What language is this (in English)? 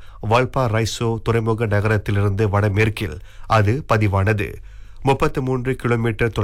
Tamil